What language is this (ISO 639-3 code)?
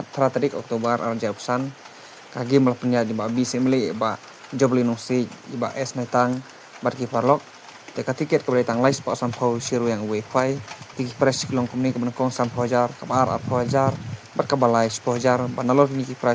kha